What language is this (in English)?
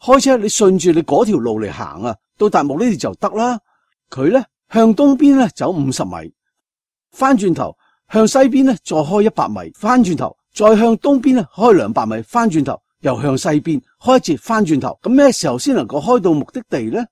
Cantonese